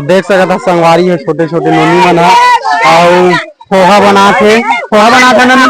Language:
Chhattisgarhi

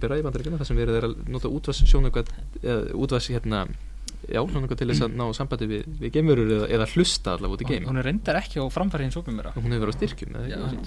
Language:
Icelandic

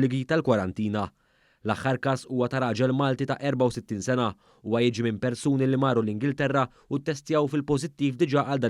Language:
Maltese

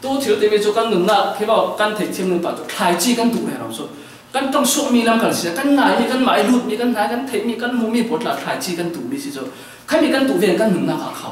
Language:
Falam Chin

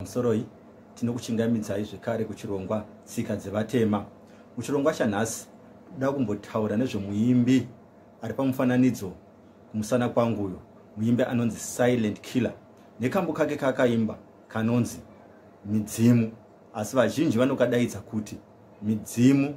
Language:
Shona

